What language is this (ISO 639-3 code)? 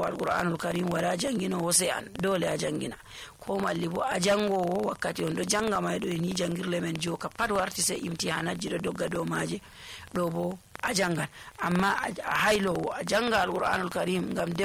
fuv